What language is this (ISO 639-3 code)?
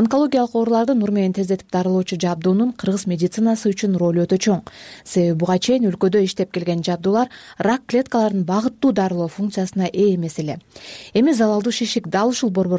kir